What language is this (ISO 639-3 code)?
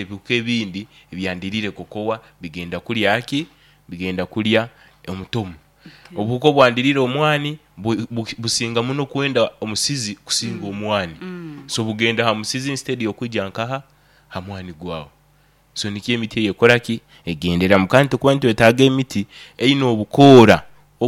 nyo